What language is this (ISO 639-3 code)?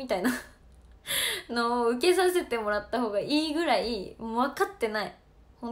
jpn